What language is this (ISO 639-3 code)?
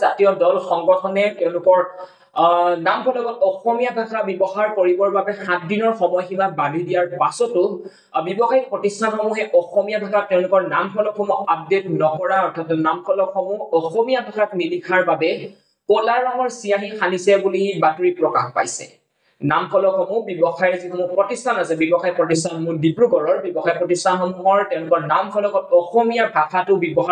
asm